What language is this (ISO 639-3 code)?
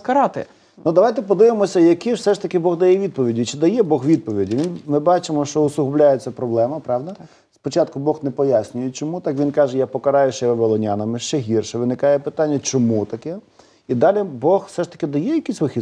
ukr